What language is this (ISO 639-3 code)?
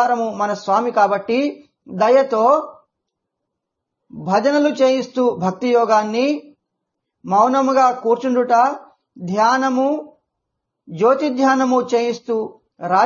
tel